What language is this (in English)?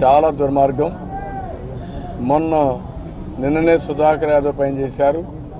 Telugu